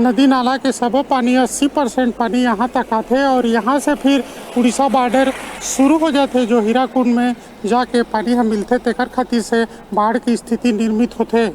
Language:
Chhattisgarhi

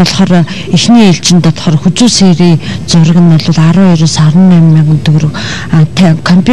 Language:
Mongolian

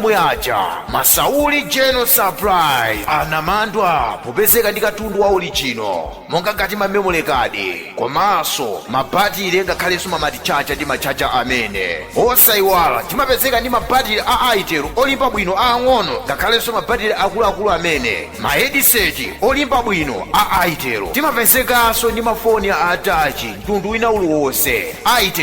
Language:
Nyanja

